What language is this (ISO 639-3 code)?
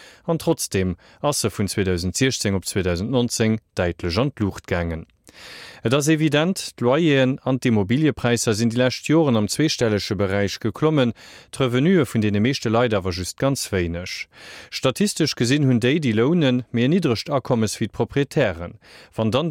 ltz